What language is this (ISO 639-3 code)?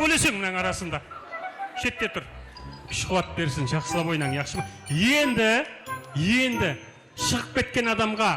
kaa